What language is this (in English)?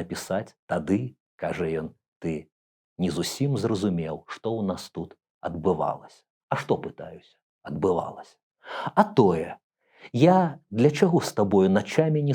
Belarusian